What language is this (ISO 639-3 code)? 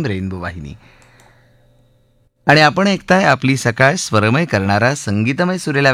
mar